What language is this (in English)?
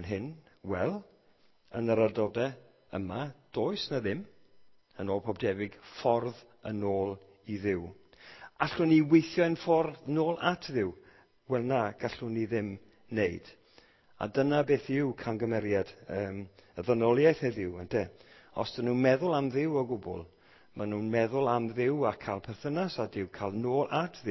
Welsh